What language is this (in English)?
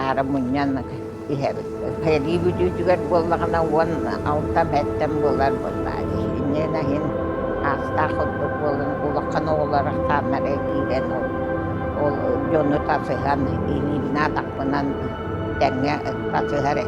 Yakut